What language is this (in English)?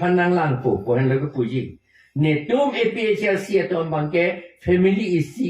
Karbi